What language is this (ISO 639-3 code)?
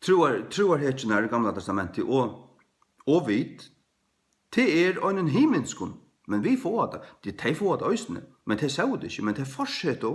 fao